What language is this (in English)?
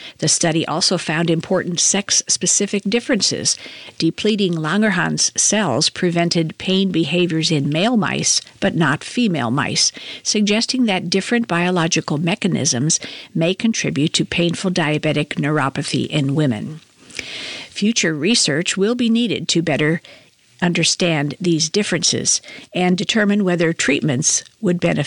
English